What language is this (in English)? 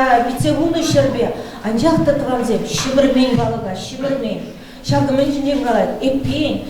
Chuvash